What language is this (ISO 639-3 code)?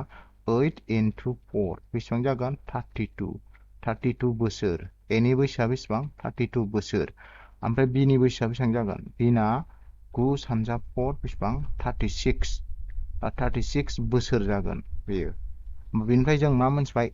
brx